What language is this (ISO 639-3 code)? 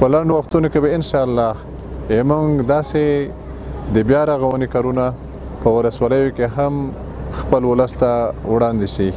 pus